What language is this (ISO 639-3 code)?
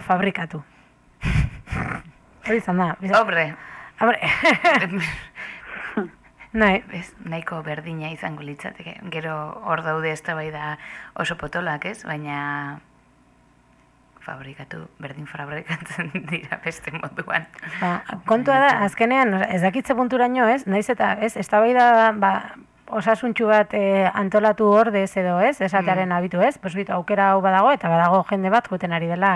eus